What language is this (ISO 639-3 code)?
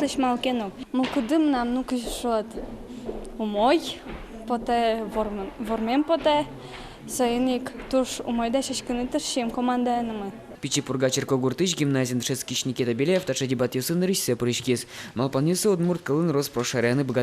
udm